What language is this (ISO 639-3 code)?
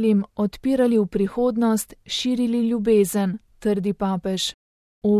slv